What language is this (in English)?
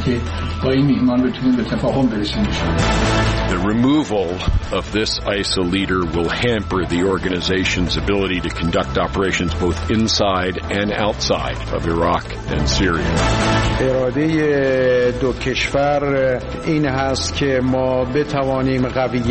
Persian